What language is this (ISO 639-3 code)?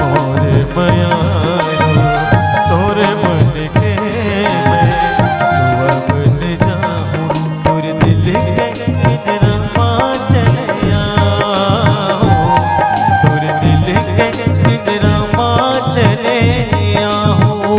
hne